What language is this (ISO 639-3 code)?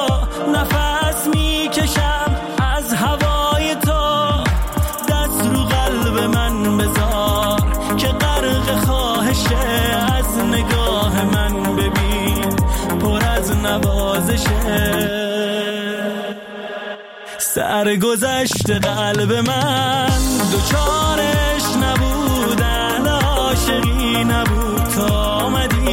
fas